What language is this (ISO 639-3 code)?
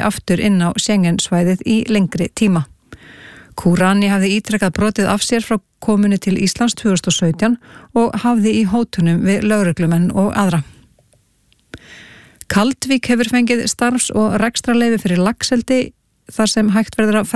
isl